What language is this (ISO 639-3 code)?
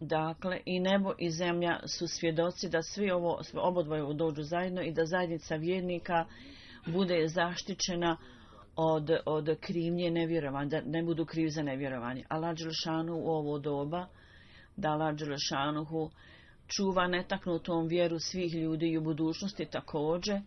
bos